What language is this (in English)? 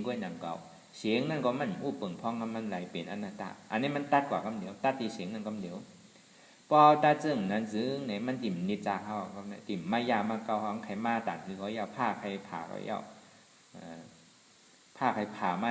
Shan